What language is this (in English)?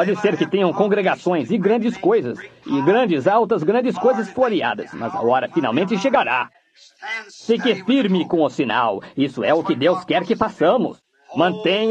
Portuguese